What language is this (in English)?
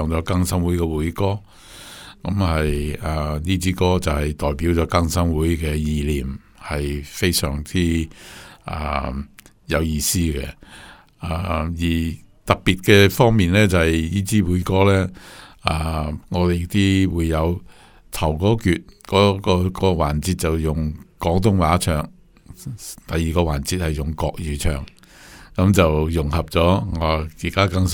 Cantonese